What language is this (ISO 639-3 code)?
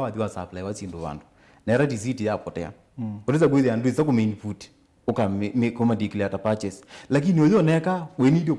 kam